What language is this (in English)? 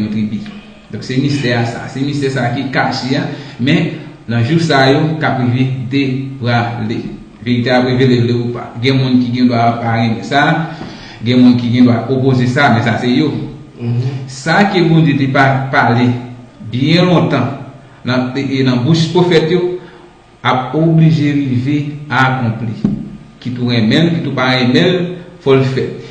Haitian Creole